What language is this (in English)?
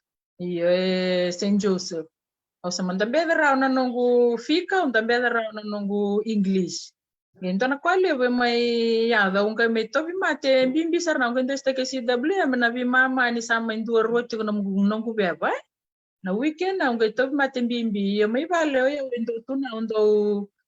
Fijian